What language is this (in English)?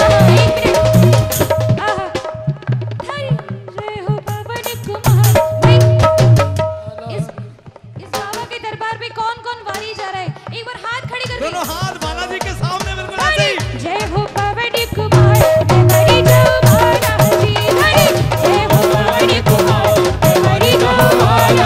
Hindi